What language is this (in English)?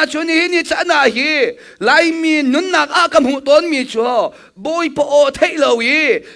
Hakha Chin